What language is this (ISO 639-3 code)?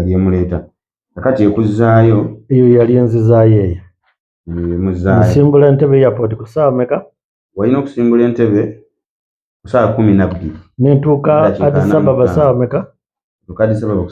lug